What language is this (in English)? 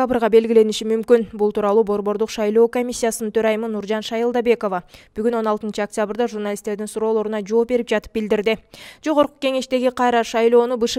Kyrgyz